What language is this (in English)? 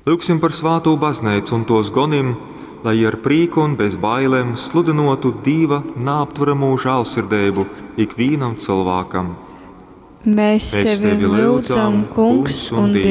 Latgalian